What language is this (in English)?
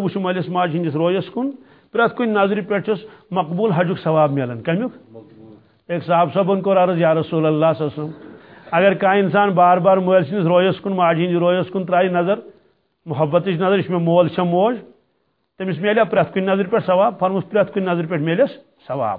Kashmiri